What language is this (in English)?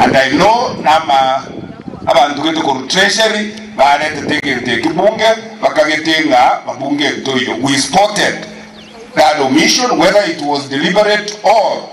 Gusii